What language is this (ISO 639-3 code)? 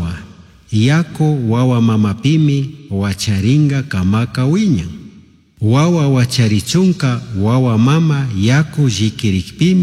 qug